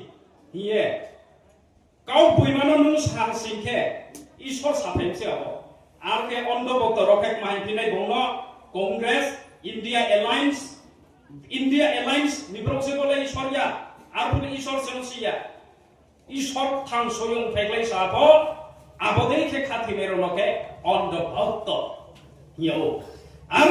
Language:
Riang (India)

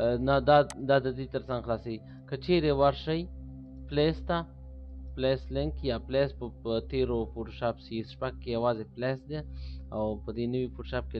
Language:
Pashto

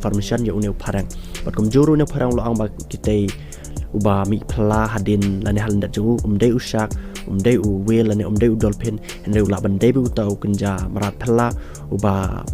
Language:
Khasi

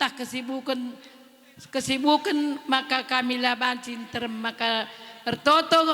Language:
Batak Karo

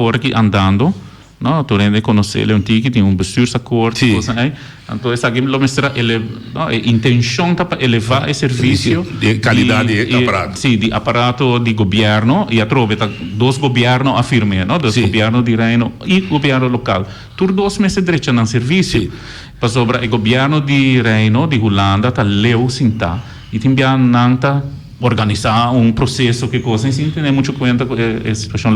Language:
Papiamento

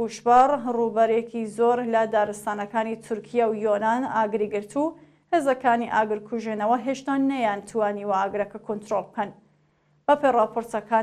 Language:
Central Kurdish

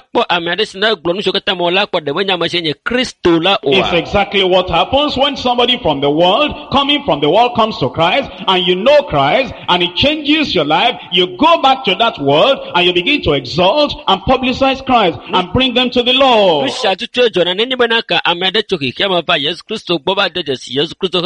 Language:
Ewe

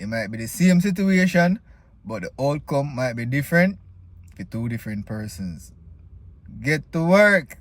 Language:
Jamaican Creole English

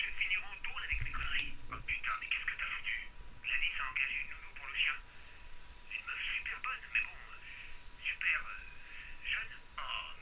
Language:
French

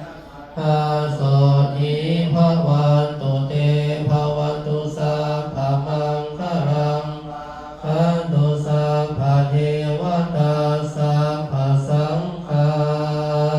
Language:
Pali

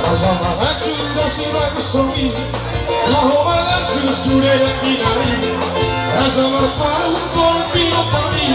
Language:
Batak Toba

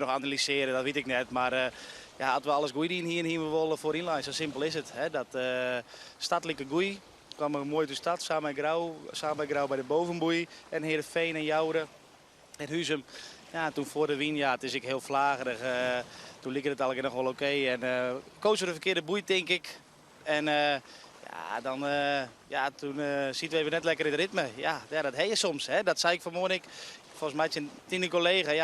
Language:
Western Frisian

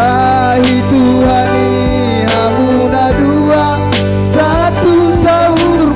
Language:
Batak Toba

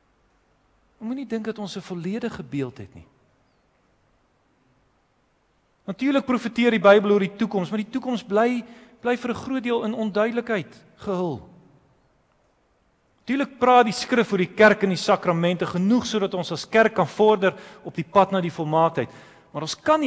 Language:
Afrikaans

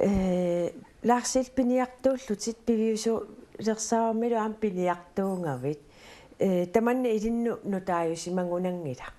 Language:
Kalaallisut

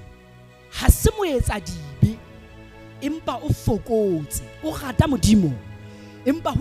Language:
Southern Sotho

